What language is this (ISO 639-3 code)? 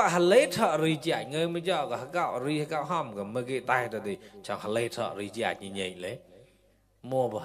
mnw